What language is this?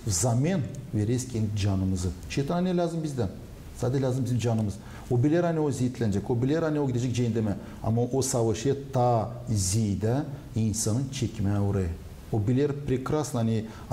Gagauz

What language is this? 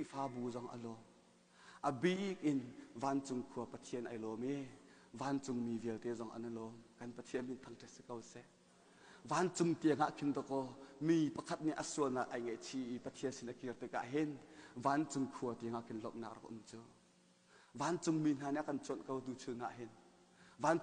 Hakha Chin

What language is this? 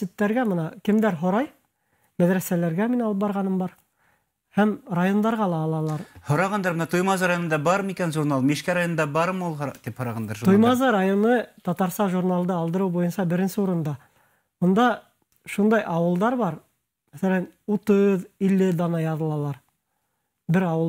Bashkir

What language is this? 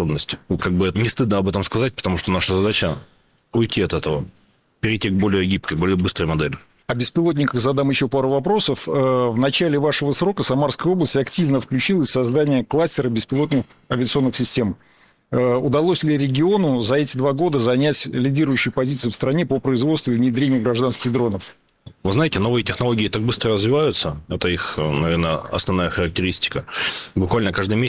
Russian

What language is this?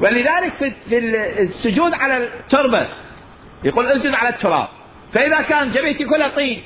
Mesopotamian Arabic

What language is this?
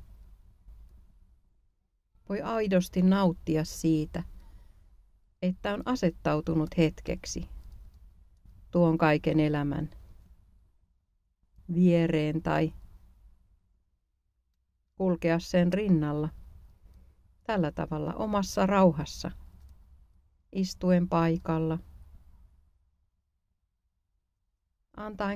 Finnish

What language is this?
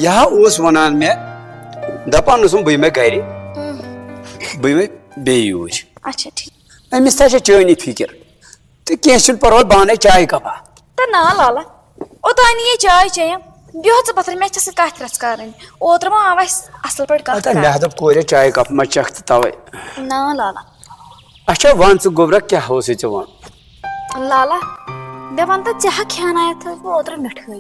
Kashmiri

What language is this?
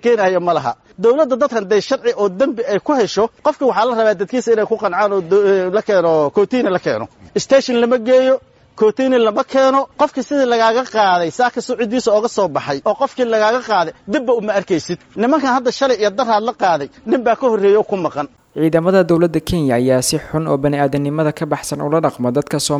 Somali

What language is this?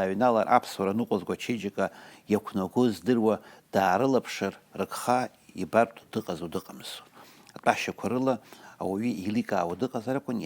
Abkhazian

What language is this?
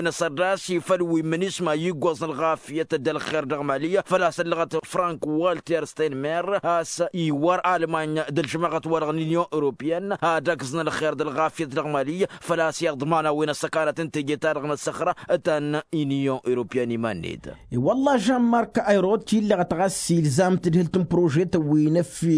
Tamasheq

